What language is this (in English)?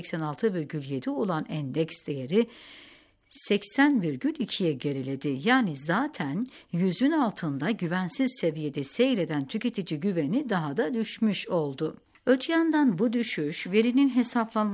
Turkish